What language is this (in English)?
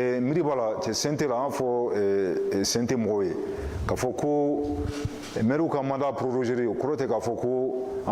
Bambara